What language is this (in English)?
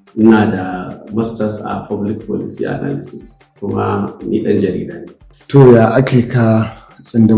Hausa